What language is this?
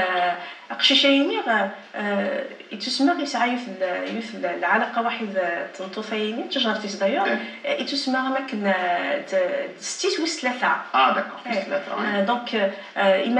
Kabyle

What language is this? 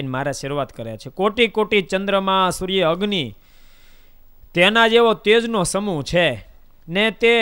Gujarati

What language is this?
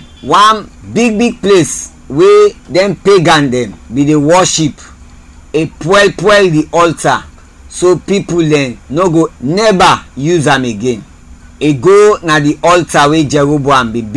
Krio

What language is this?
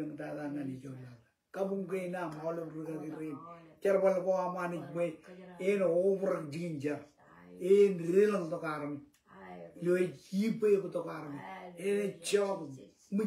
Marshallese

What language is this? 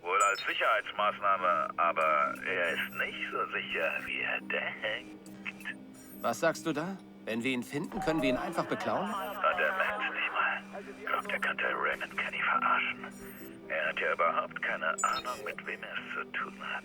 Bavarian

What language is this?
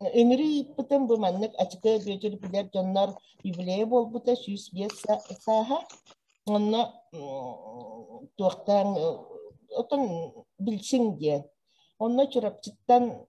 Yakut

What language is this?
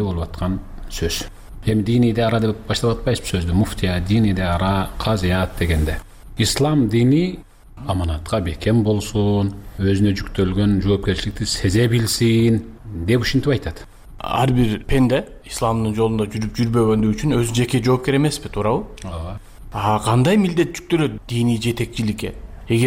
Kyrgyz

